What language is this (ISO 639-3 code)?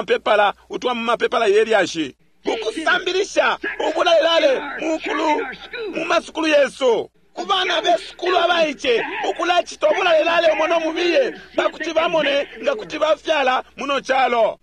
bem